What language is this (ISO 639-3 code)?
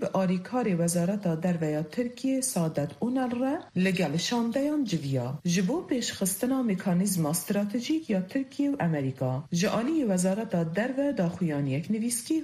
kur